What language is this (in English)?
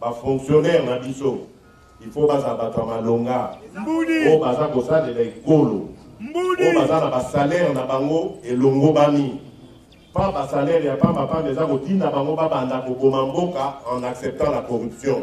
Lingala